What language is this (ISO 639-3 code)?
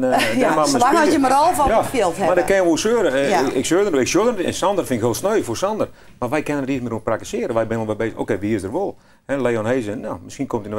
fry